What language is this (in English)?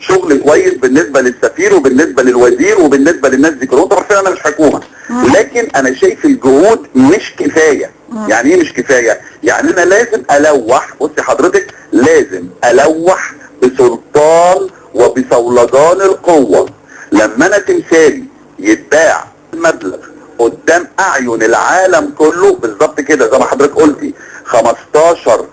Egyptian Arabic